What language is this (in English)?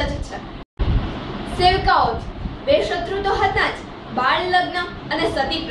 Gujarati